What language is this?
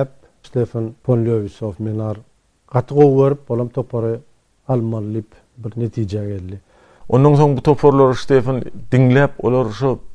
Turkmen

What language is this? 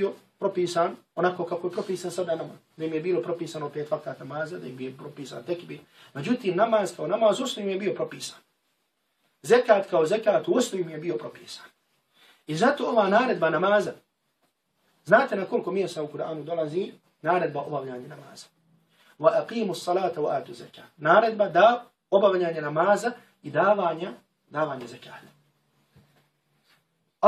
Bosnian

